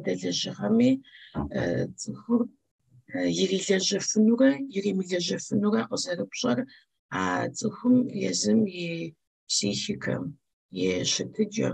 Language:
Kabardian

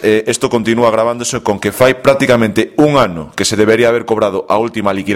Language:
Galician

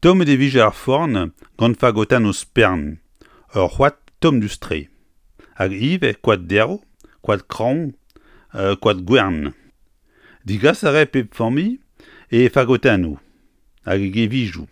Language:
Breton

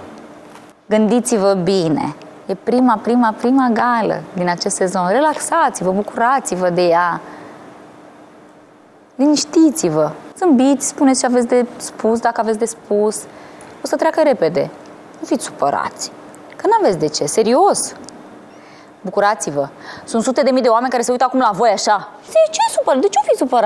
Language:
Romanian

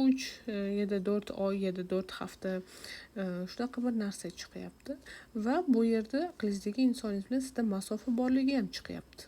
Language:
Uzbek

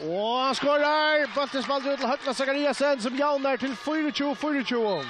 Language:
Faroese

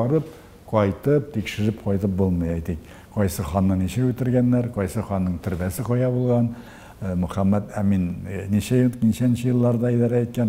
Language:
Tatar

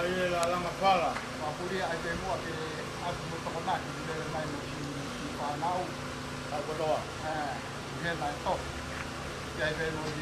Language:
Tongan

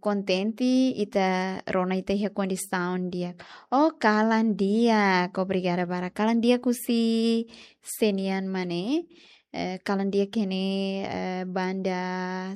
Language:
Tetum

